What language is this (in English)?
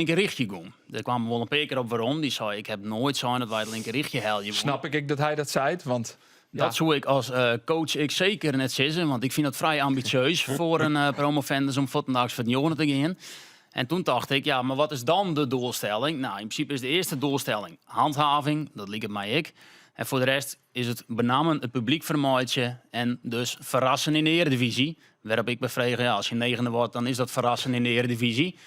Western Frisian